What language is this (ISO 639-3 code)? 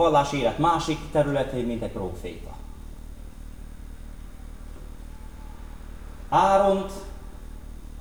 hun